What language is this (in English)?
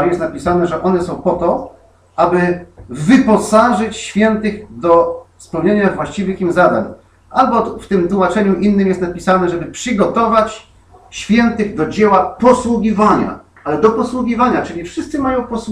Polish